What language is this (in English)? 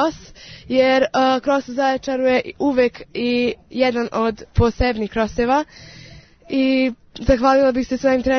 Serbian